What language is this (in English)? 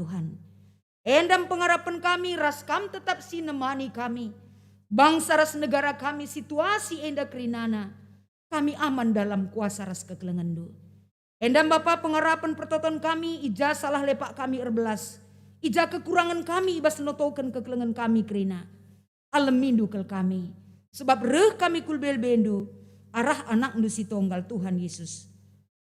Batak Karo